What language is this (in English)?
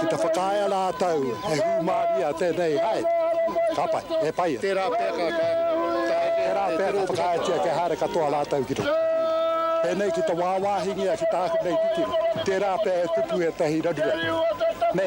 Māori